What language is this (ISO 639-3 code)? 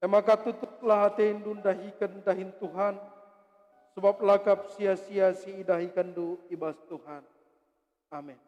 btx